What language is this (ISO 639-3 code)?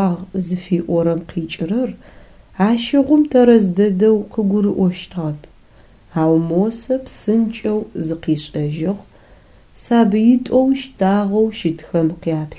ady